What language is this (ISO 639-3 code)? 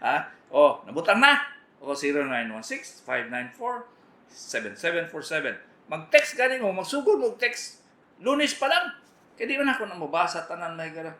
ceb